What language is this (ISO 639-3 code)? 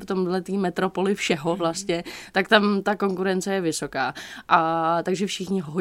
ces